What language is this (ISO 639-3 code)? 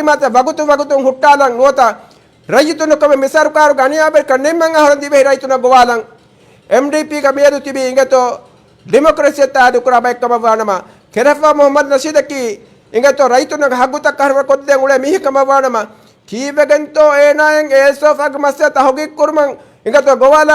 div